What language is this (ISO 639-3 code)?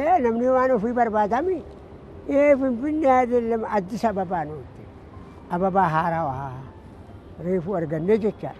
orm